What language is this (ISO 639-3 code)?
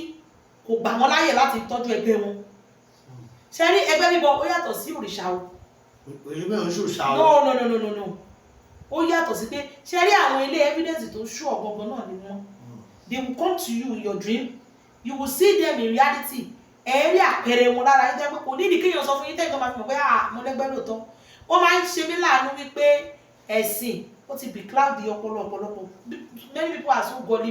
yor